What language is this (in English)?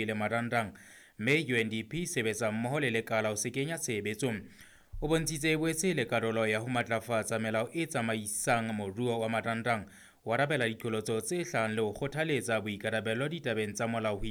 Southern Sotho